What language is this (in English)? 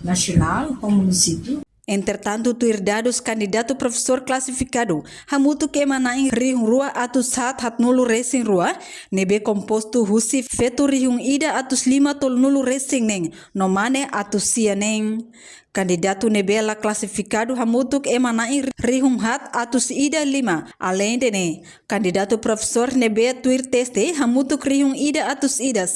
Tetum